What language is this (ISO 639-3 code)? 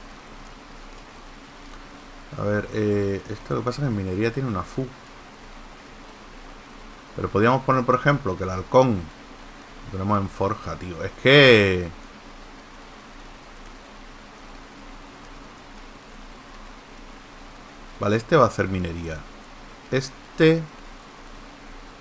spa